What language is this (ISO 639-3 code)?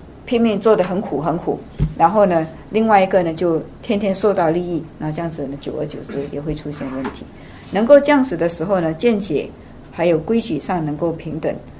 zho